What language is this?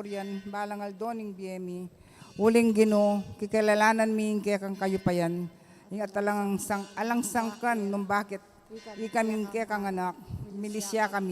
Pampanga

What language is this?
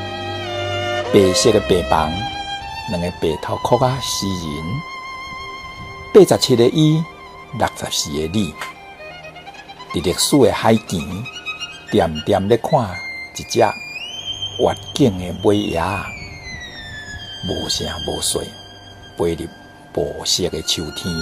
Min Nan Chinese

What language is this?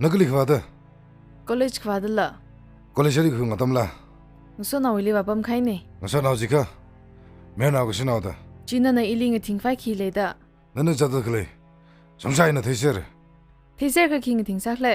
Tangkhul Naga (India)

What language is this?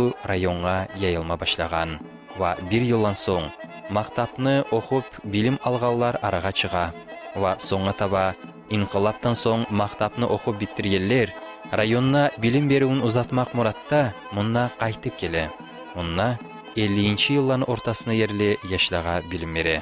Kumyk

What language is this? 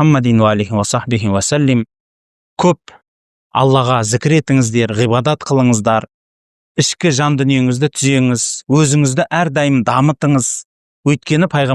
Kazakh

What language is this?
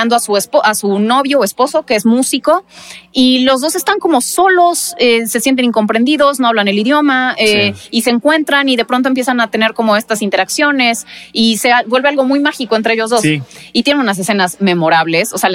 Spanish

